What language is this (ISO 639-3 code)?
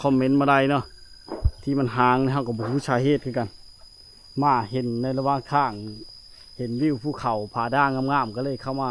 lao